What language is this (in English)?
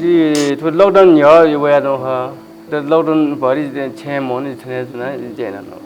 Newari